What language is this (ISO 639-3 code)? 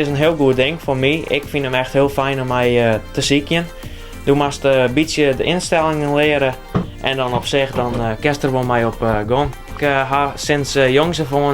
fry